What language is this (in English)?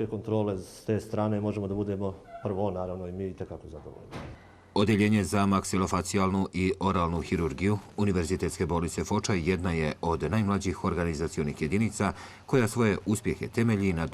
Bosnian